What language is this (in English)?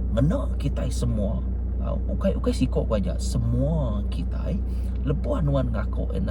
Iban